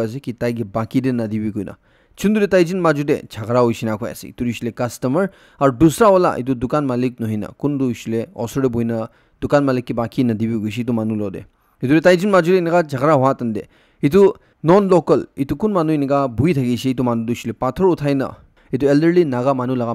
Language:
Naga Pidgin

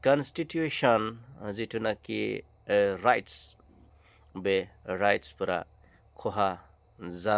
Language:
Bodo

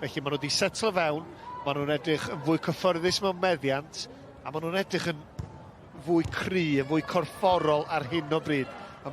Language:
Welsh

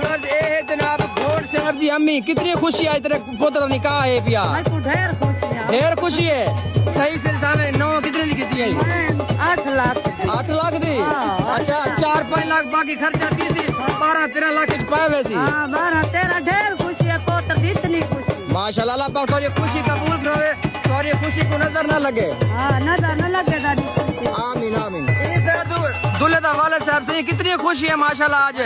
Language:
Saraiki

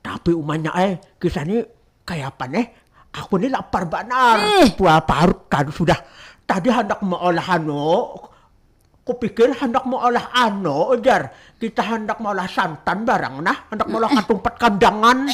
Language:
Banjar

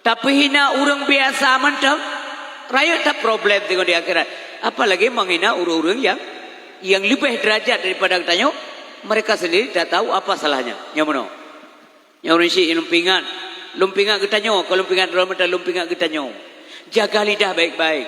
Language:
Achinese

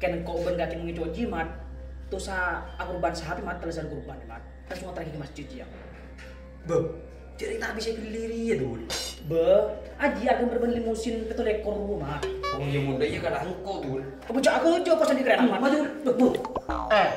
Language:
Madurese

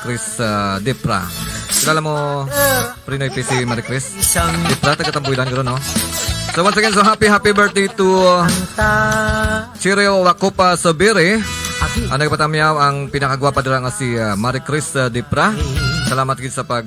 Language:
Hiligaynon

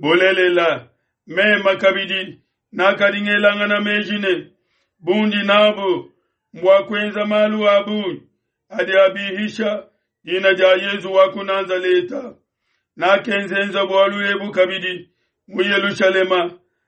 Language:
Luba-Lulua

